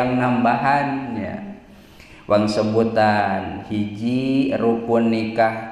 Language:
Sundanese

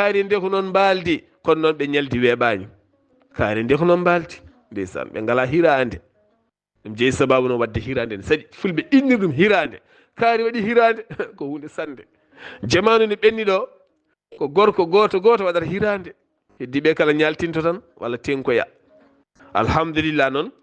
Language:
Fula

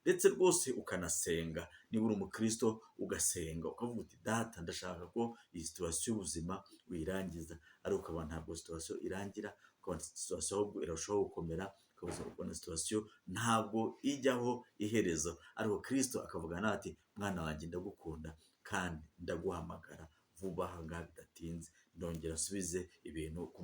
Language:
Kinyarwanda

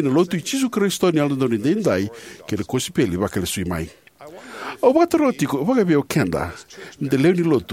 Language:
Fijian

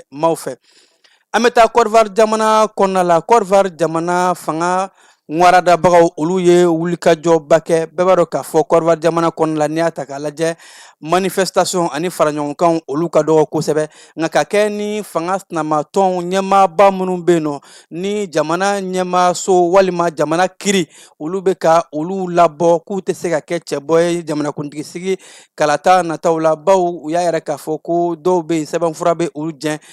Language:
Bambara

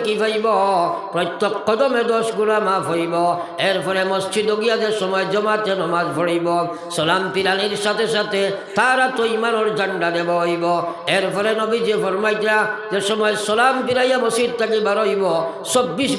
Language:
Sylheti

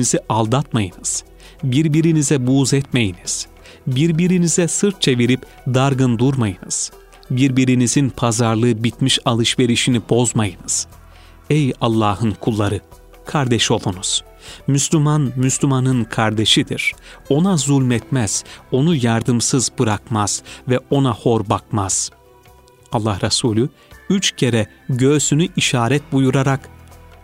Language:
Turkish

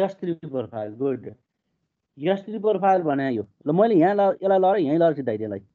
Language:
Nepali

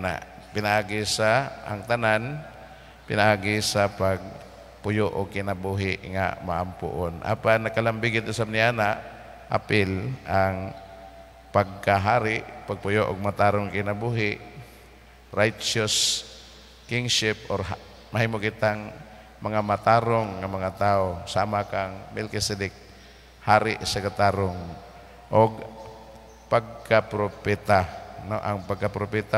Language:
Cebuano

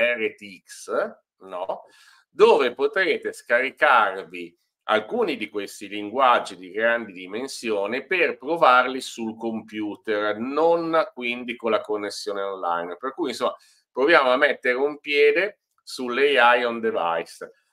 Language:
Italian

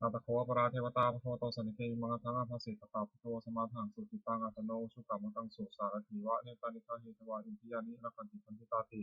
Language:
Pali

